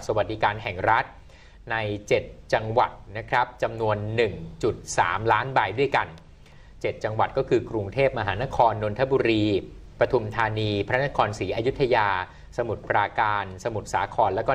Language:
Thai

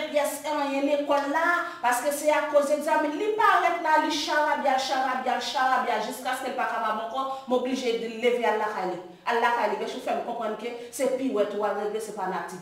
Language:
Haitian Creole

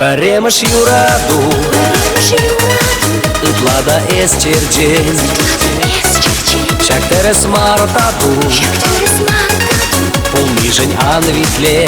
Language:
Chuvash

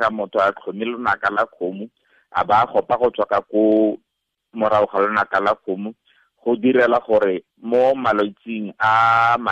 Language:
Tswana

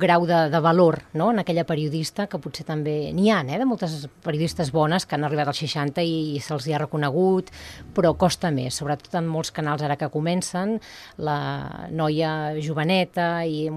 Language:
Catalan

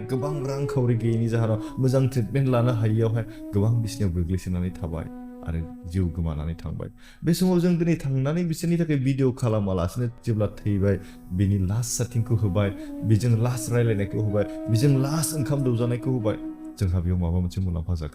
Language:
Bodo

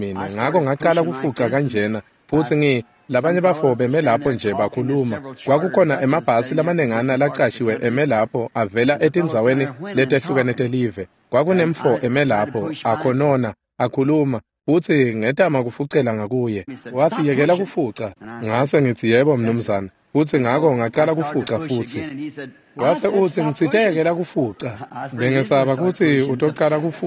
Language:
Swati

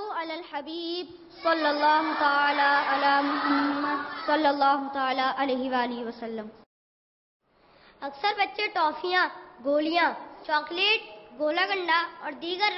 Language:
Urdu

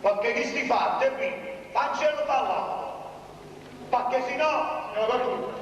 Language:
Neapolitan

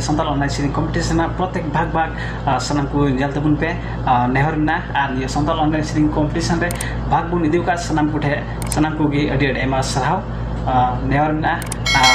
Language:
Santali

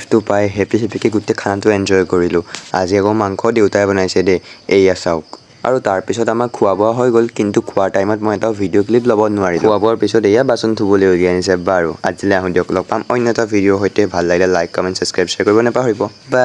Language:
Assamese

